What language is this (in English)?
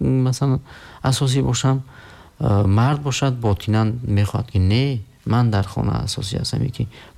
Tajik